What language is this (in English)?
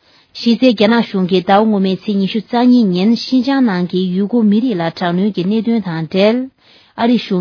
Tibetan